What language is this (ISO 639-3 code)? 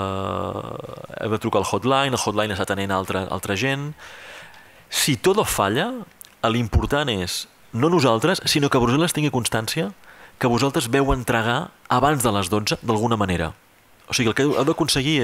cat